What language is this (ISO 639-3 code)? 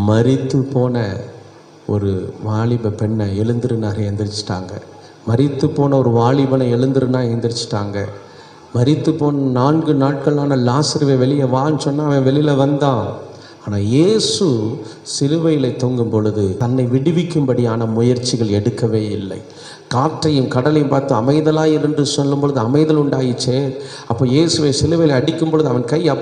tam